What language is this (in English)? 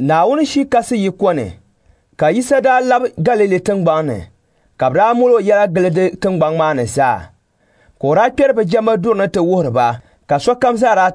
Dagbani